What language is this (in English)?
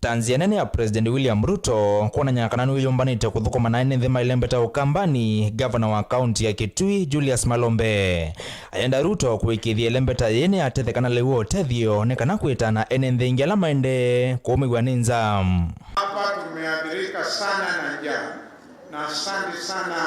Kamba